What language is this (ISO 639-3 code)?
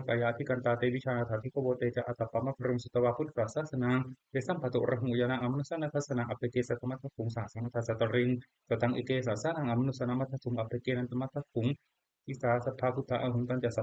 pli